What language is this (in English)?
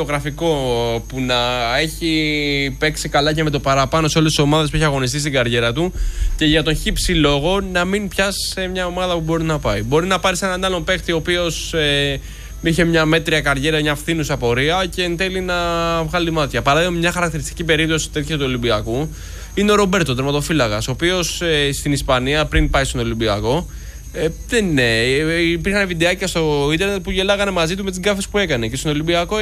Greek